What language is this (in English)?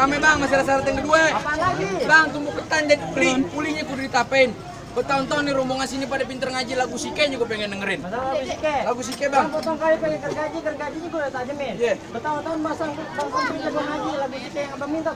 Betawi